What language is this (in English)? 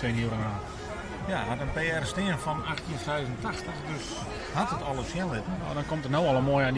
Western Frisian